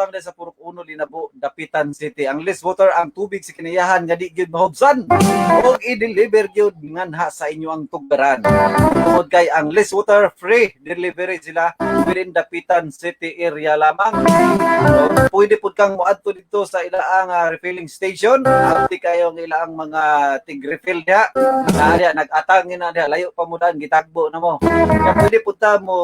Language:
Cebuano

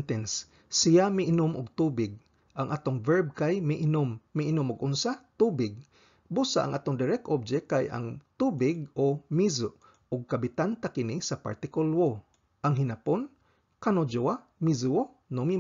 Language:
Cebuano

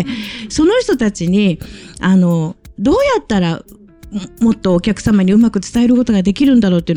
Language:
Japanese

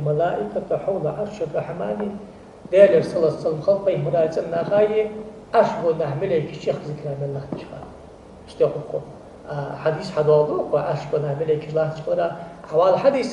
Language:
Ingush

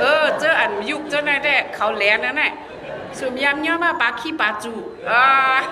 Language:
Shan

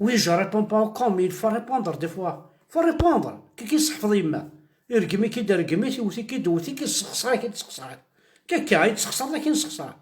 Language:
Kabyle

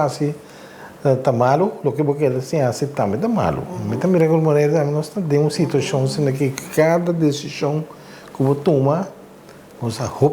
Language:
Papiamento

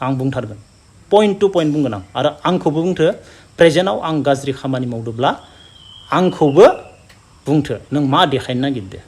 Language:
Bodo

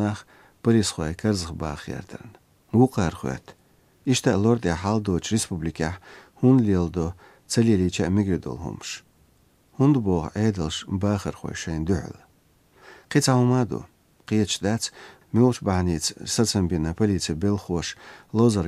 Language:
Latvian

